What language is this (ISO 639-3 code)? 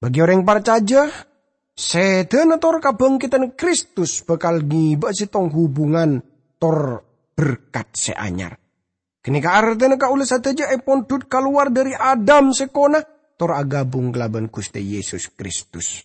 mad